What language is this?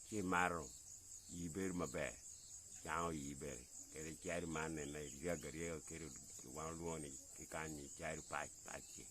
Acoli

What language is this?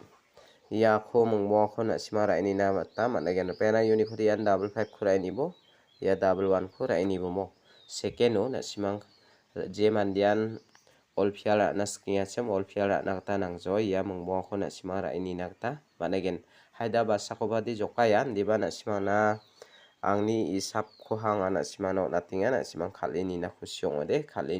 Garo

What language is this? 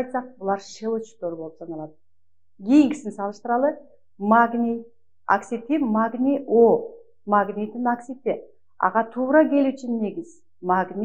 Kyrgyz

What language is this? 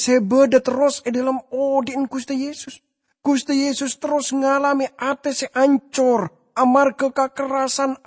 Madurese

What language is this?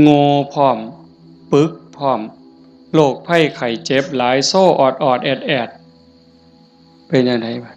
Northeastern Thai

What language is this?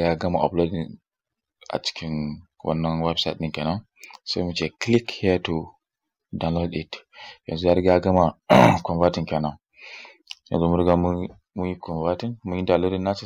Hausa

